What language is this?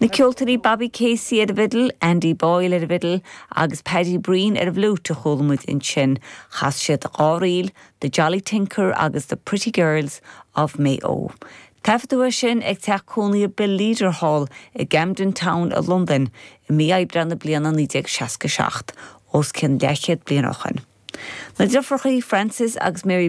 Irish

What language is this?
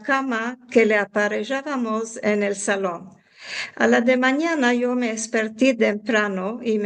Ladino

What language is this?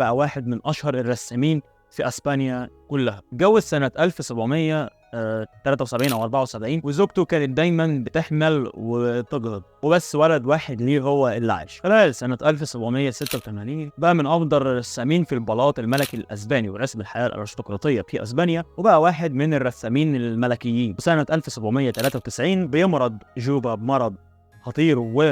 Egyptian Arabic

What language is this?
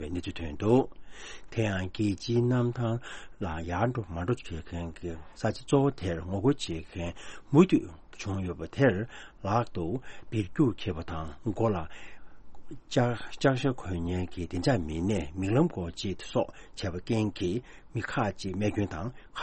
Tibetan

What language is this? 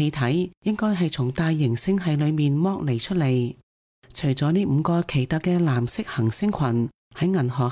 Cantonese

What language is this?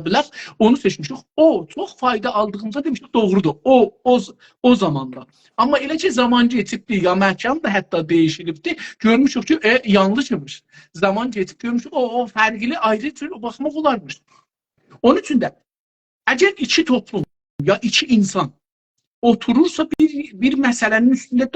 South Azerbaijani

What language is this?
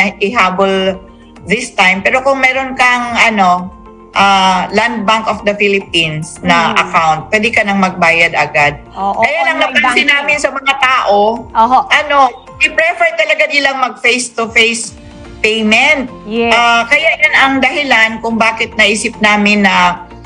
Filipino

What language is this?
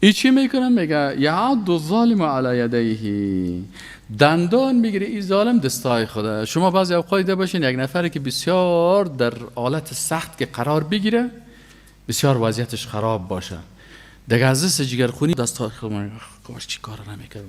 Persian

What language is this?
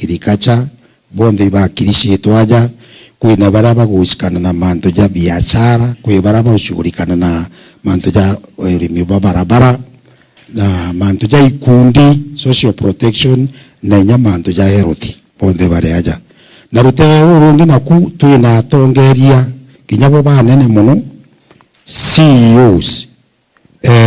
Meru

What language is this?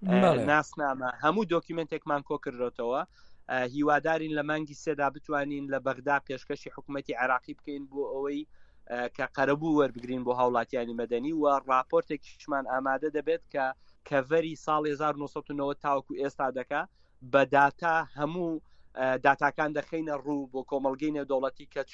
Central Kurdish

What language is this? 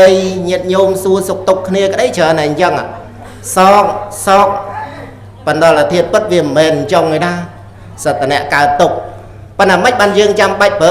Khmer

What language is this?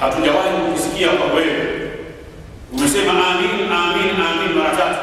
Swahili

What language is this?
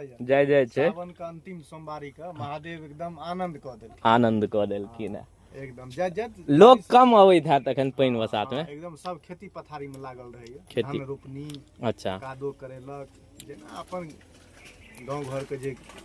Maithili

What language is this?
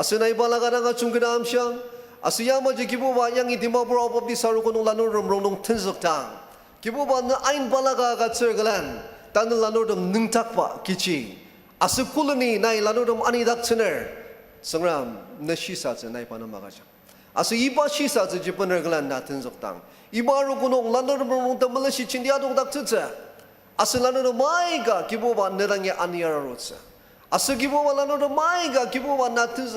Ao Naga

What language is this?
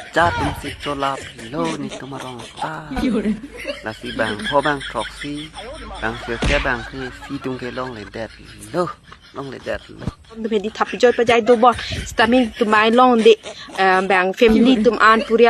Karbi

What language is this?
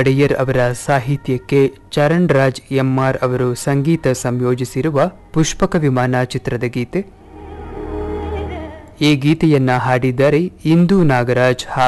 Kannada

